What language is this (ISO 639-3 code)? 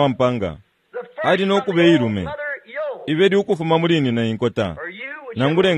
bem